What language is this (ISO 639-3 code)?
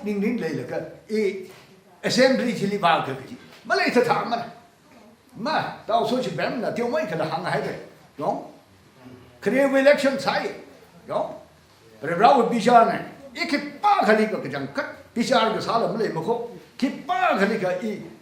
nmf